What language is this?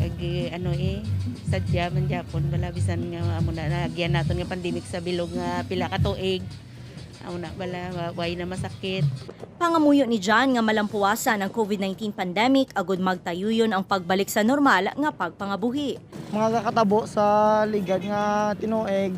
Hiligaynon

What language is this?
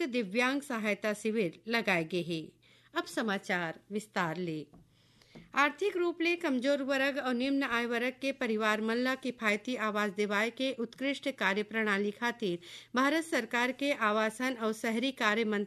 Chhattisgarhi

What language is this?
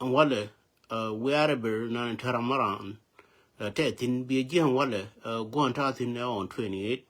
Nuer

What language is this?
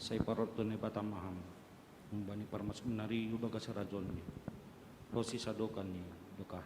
Batak Simalungun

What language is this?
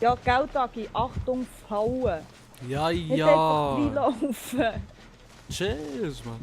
Swiss German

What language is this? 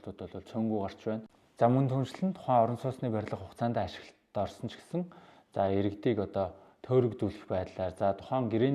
Mongolian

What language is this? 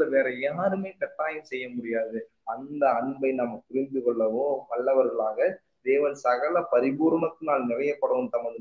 Tamil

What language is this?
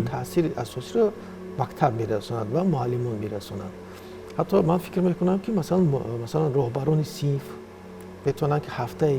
Tajik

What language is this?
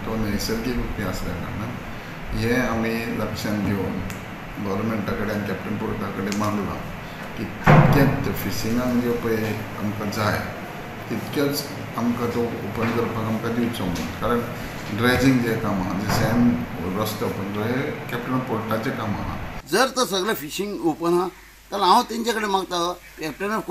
Konkani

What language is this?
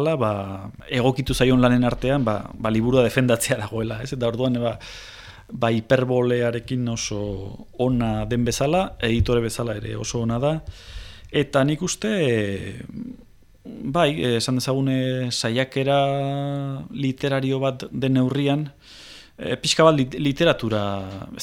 Basque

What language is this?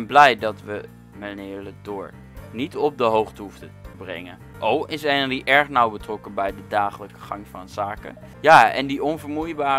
Dutch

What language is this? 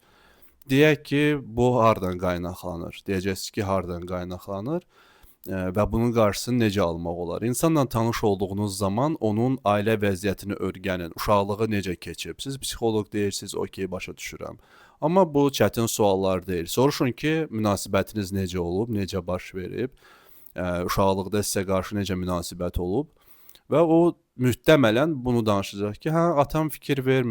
Azerbaijani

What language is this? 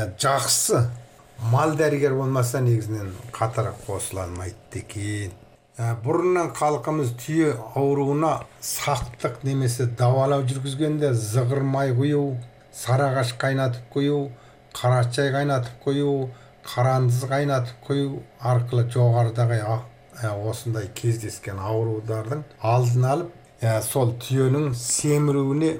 Kazakh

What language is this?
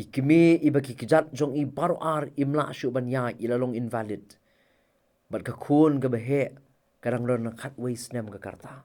Khasi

